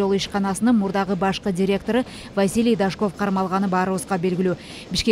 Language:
Kyrgyz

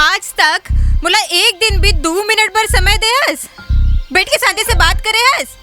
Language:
Chhattisgarhi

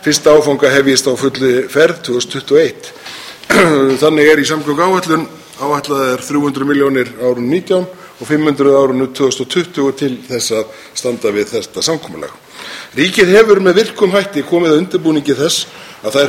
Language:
Icelandic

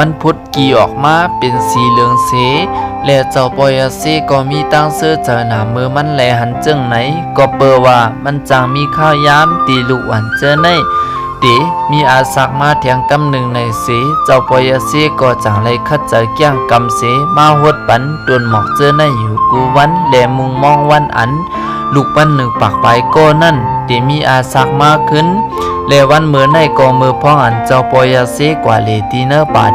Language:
Shan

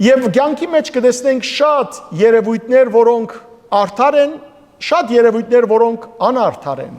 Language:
Western Armenian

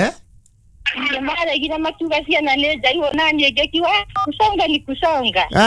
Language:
Kikuyu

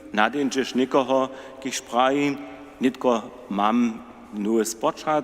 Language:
Upper Sorbian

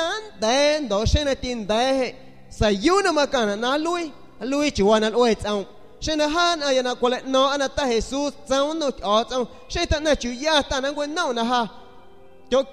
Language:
San Pedro Amuzgos Amuzgo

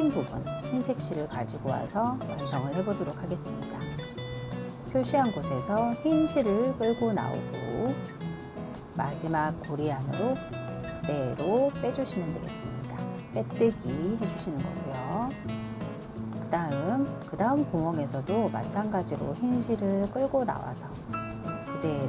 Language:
Korean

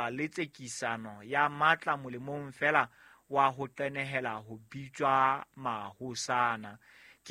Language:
Southern Sotho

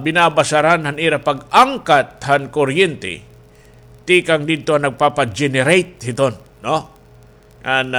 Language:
Waray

